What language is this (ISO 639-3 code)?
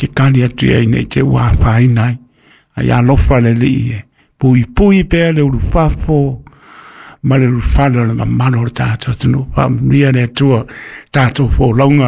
smo